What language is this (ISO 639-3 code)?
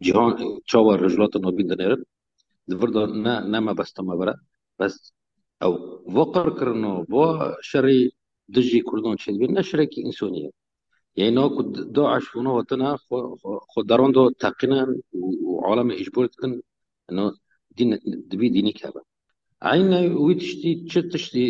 kur